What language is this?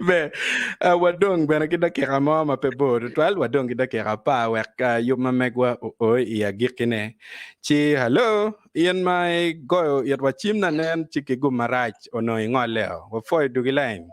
Acoli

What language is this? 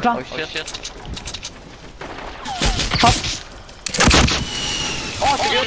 Danish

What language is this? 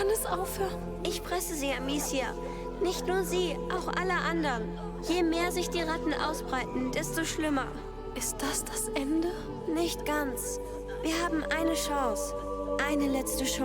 Bavarian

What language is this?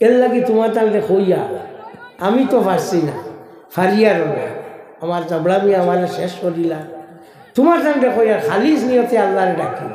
Sylheti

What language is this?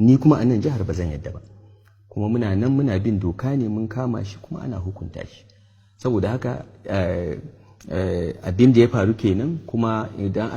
Hausa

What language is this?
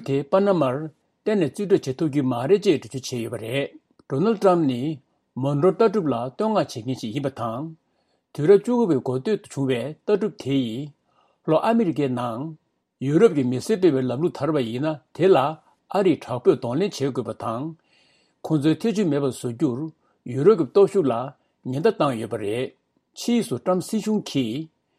Tibetan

